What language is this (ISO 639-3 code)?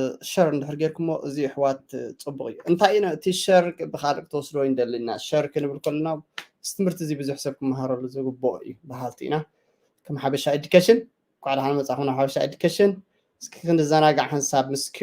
tir